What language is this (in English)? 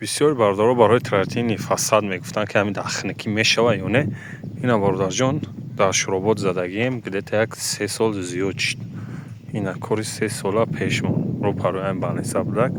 Tajik